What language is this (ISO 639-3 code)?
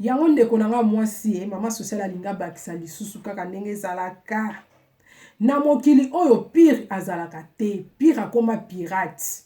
lin